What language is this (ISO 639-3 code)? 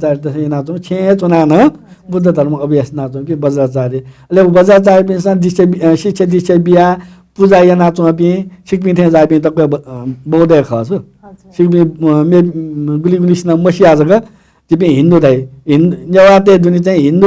new